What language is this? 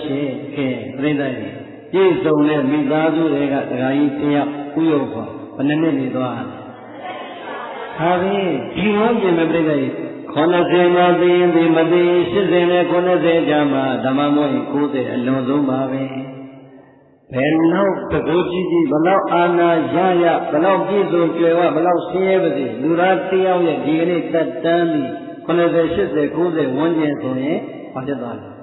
Burmese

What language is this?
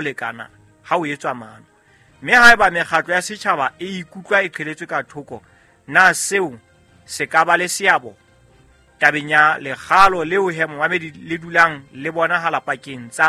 Southern Sotho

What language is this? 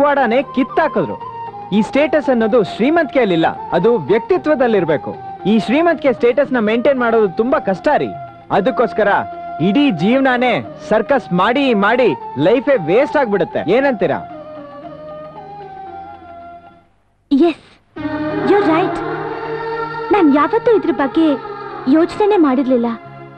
Kannada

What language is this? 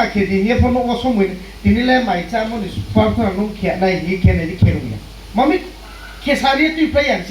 Riang (India)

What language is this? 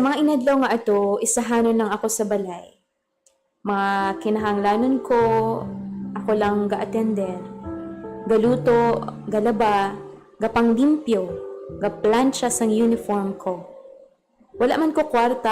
Hiligaynon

